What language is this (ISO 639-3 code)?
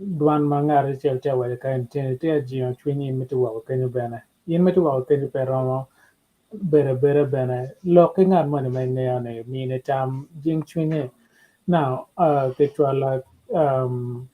ach